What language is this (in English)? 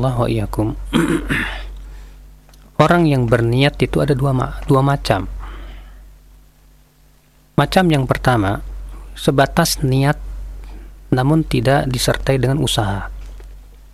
Indonesian